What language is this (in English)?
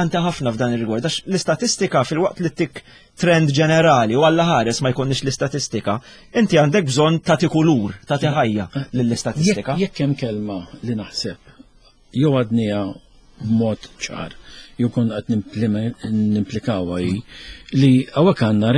Maltese